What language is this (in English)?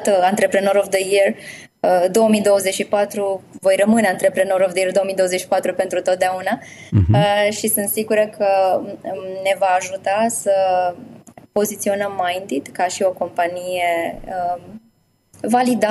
Romanian